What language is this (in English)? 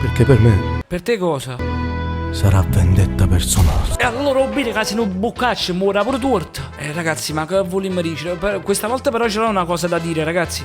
Neapolitan